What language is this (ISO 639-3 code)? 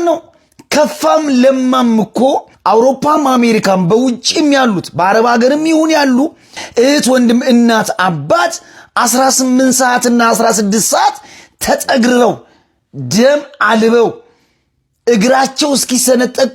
amh